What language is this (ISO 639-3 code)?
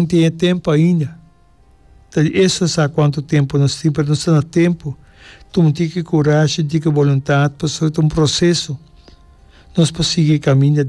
pap